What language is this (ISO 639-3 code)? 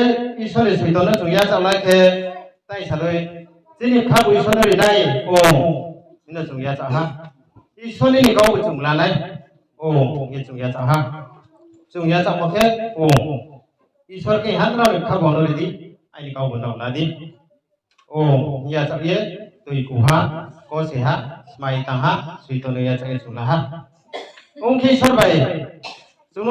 ria